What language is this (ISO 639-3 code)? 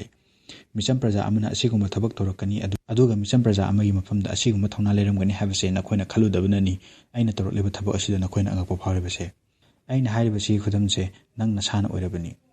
mni